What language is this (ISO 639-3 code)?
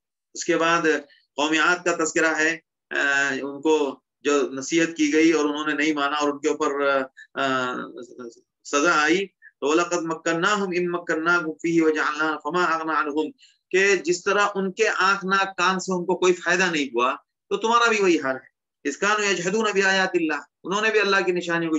urd